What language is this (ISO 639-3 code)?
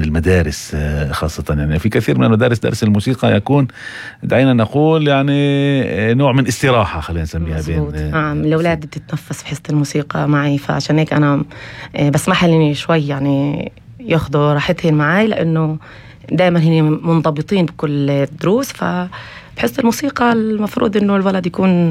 apc